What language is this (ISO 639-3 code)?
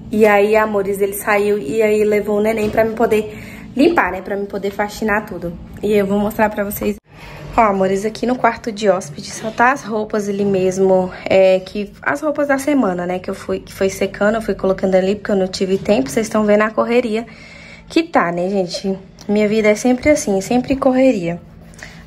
por